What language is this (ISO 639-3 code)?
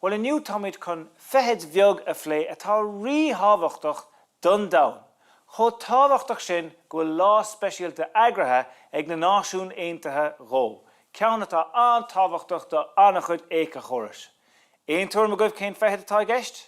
gle